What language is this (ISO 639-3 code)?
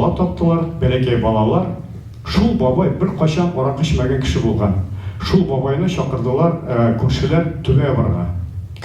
tat